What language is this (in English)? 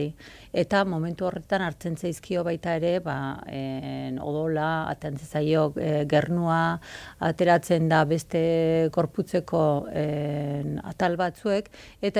Basque